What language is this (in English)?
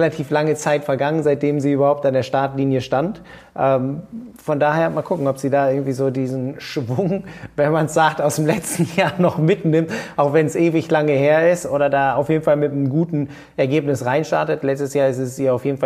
German